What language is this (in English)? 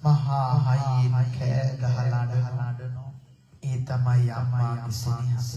Sinhala